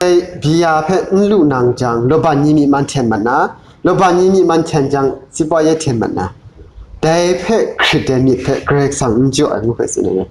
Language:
Kachin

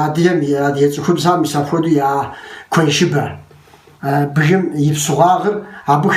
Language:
Kabardian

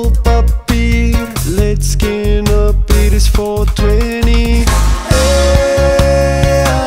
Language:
Afrikaans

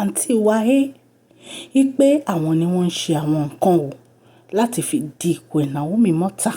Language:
Yoruba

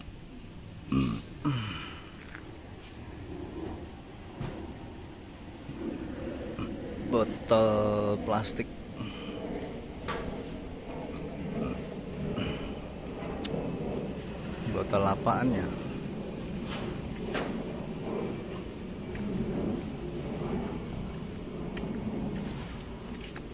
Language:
Indonesian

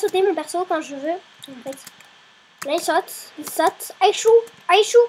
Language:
French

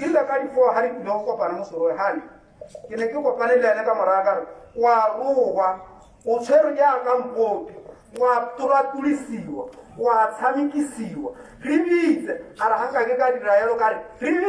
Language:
Tswana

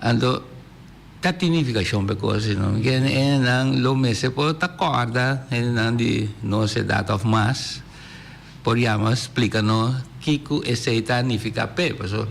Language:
Papiamento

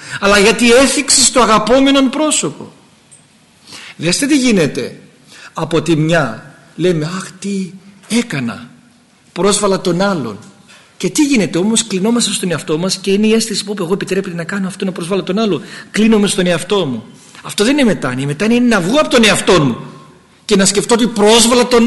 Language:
Greek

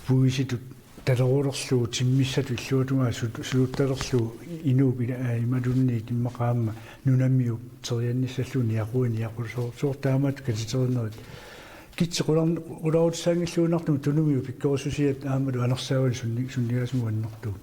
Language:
Kalaallisut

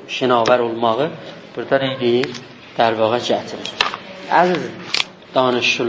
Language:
South Azerbaijani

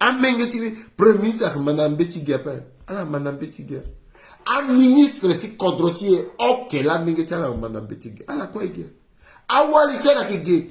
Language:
Sango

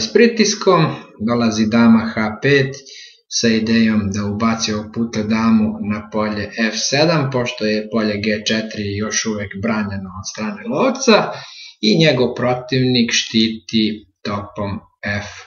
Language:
Serbian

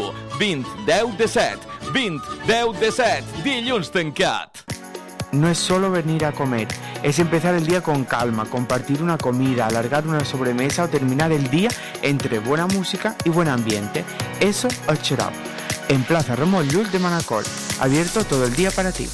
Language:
Catalan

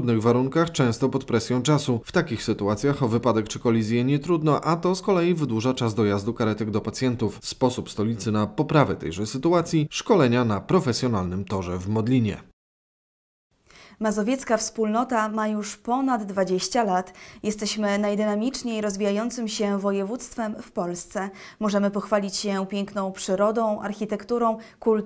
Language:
Polish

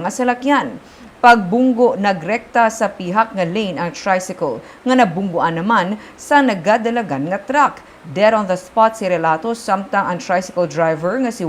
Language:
Hiligaynon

